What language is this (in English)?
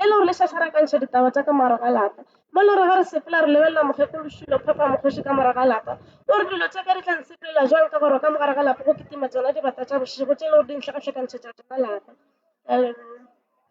Northern Sotho